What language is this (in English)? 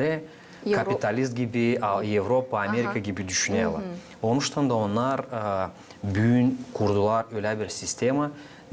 Gagauz